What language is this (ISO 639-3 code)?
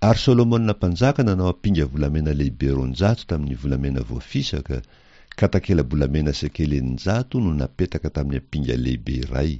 mlg